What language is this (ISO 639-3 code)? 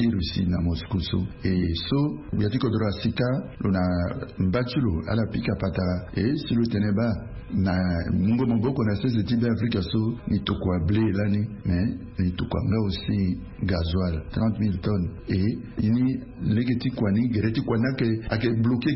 sag